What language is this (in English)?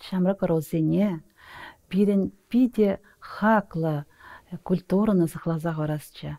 Chuvash